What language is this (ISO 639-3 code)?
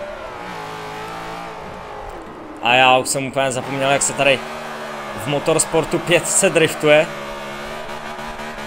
ces